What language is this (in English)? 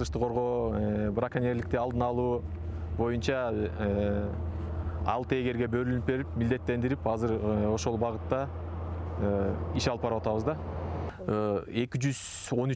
Kyrgyz